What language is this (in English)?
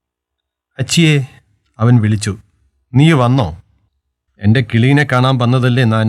Malayalam